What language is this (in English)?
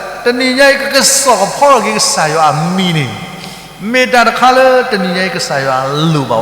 S'gaw Karen